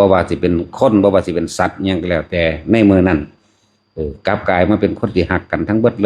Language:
Northeastern Thai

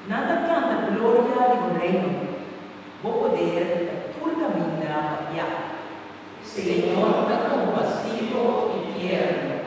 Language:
Papiamento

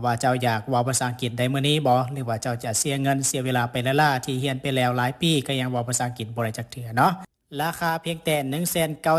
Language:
Lao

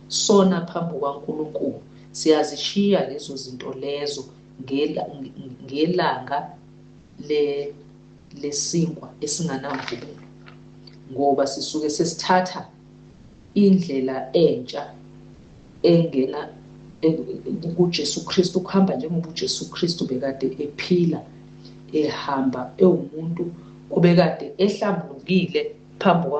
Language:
Zulu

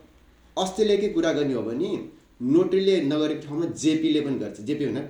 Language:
Nepali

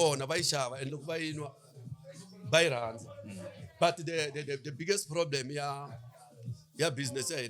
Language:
Tsonga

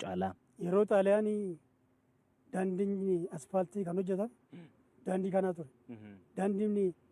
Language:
Oromo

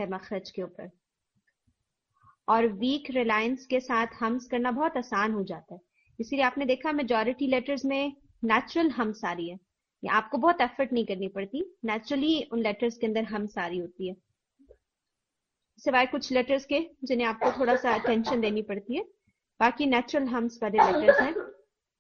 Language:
Urdu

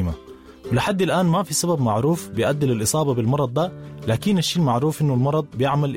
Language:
Sudanese Arabic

